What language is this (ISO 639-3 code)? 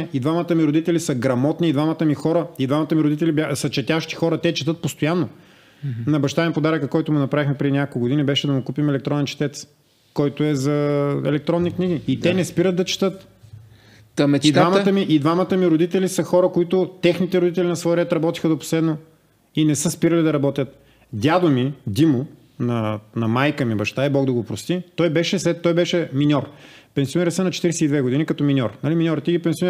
bul